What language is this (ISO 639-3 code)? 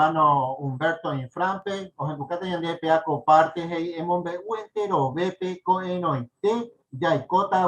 grn